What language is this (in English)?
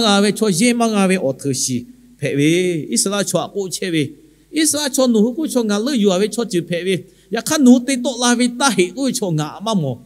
Lahu